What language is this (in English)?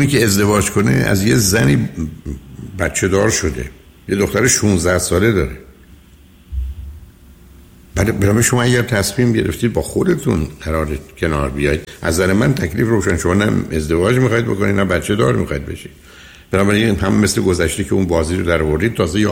Persian